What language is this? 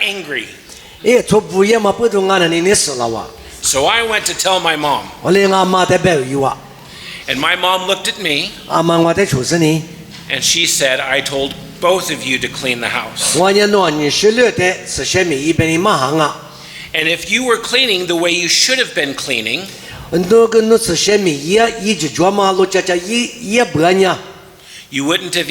Lisu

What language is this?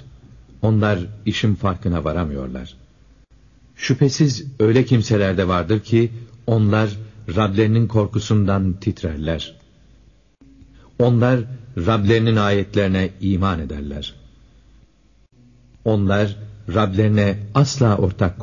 Turkish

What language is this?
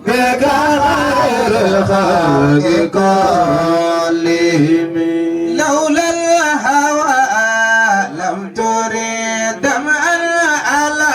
Fula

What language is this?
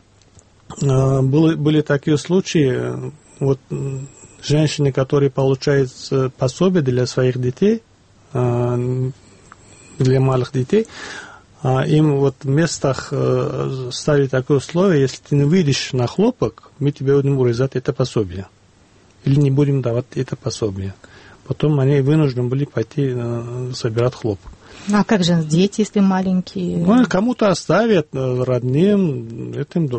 Russian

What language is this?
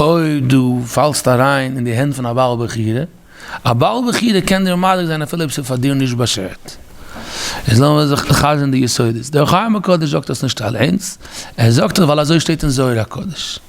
Yiddish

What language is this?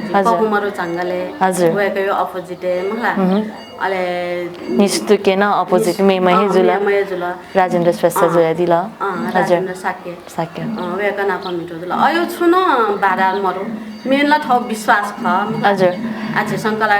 Newari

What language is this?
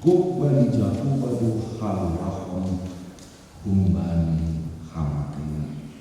Batak Simalungun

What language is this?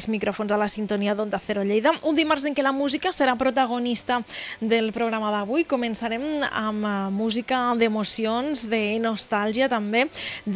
Catalan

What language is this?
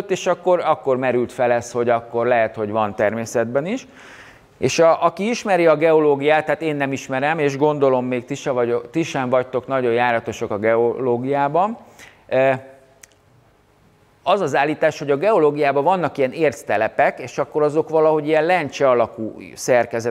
Hungarian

